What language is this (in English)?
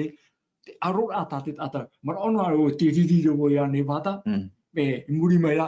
Tahitian